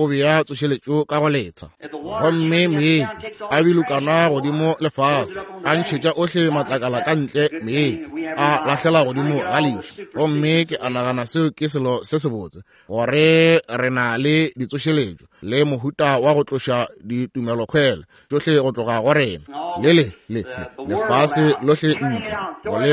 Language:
Northern Sotho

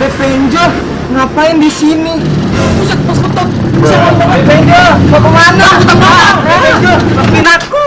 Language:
Betawi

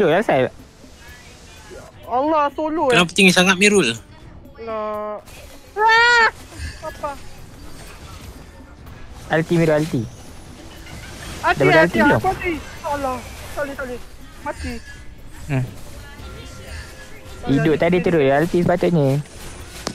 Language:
Malay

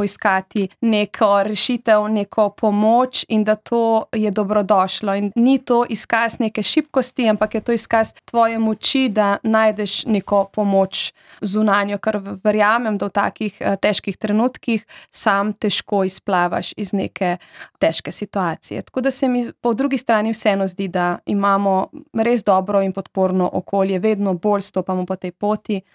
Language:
Slovenian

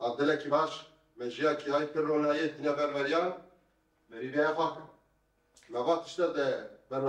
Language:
Kurdish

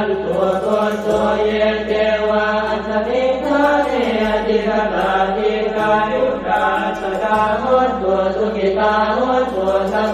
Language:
Pali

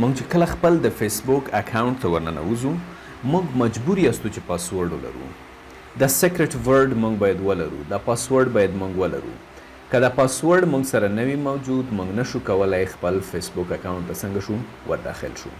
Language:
Pashto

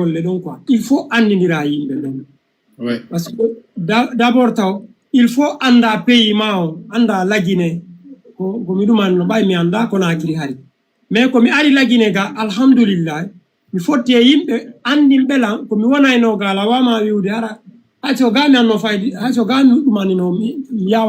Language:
Fula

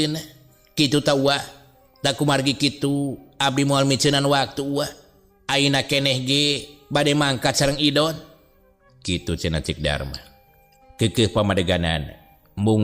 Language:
Sundanese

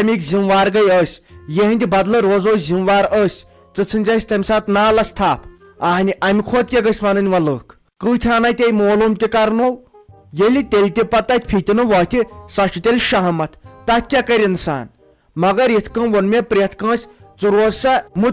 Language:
Kashmiri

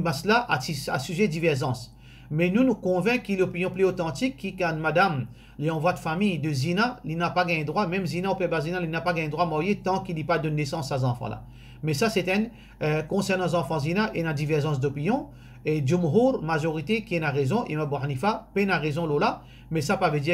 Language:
Morisyen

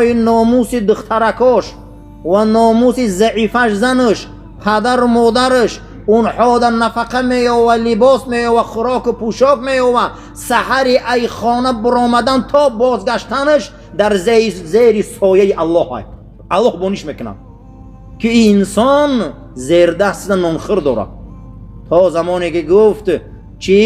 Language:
Tajik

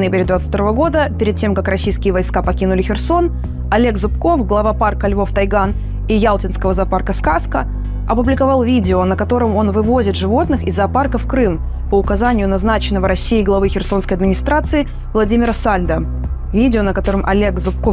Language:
Russian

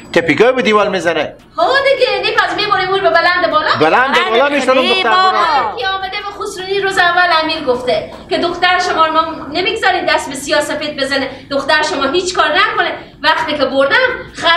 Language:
Persian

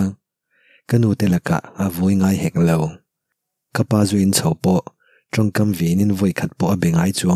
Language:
Mizo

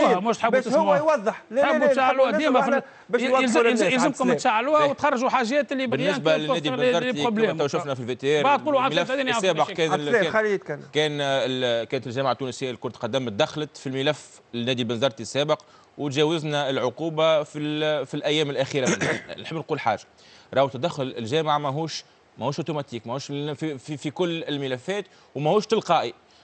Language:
Tunisian Arabic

